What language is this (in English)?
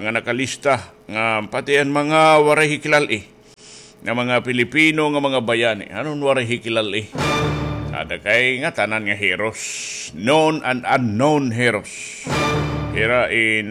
Waray